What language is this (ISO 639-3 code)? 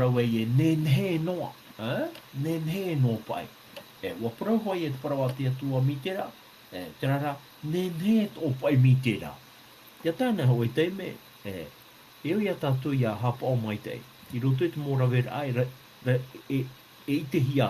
tah